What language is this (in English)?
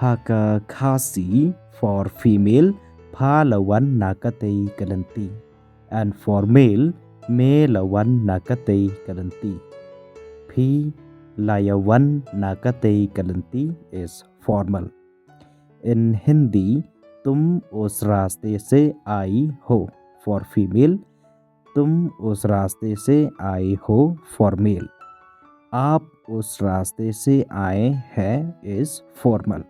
Khasi